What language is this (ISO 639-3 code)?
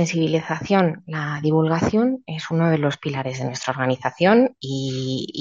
spa